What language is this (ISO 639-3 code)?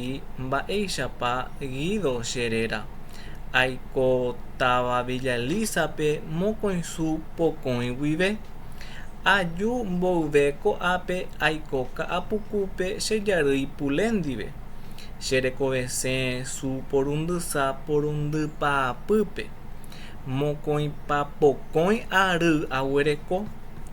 grn